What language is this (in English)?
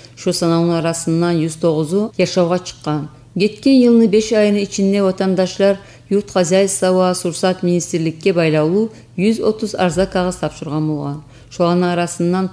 Kumyk